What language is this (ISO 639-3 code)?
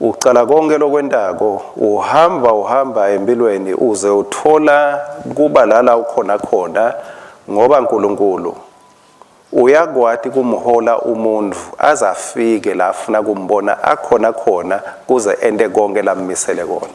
ssw